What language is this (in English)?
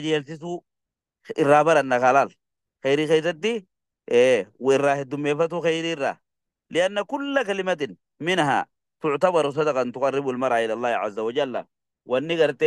Oromo